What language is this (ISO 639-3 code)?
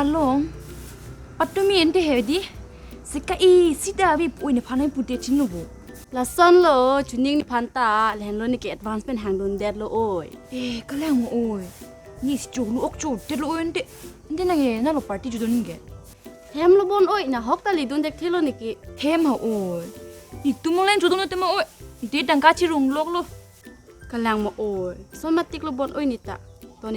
mjw